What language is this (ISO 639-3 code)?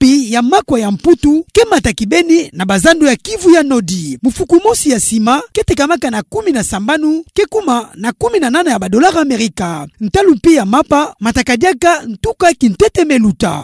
ktu